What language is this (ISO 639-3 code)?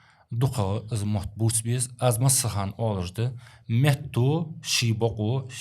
inh